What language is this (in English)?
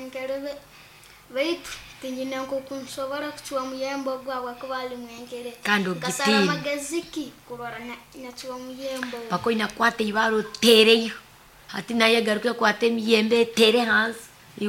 Nyoro